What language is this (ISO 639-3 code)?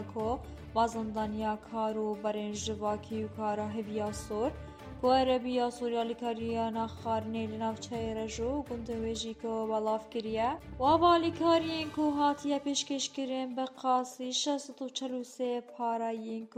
kur